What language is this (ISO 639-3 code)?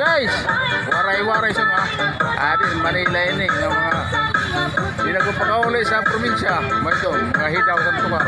war